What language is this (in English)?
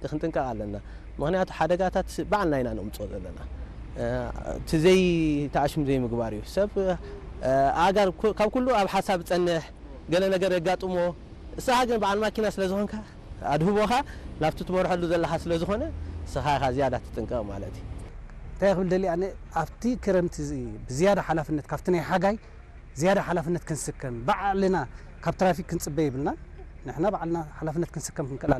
Tigrinya